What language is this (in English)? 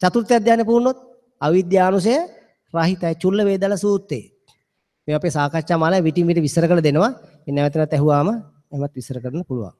Sinhala